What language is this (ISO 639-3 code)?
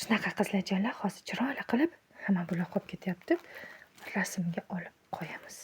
uzb